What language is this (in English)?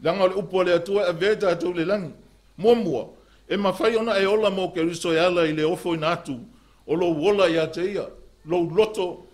Samoan